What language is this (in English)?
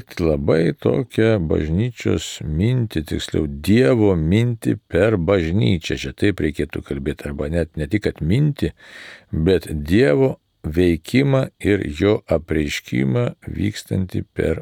Lithuanian